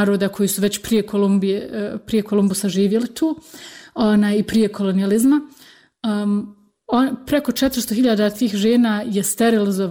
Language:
Bosnian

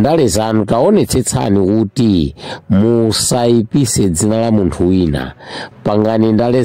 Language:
Nyanja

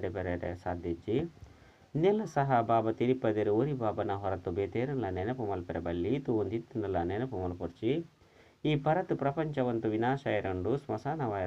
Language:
Tulu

